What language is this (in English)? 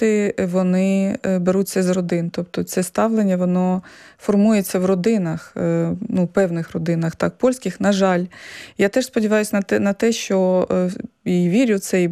Ukrainian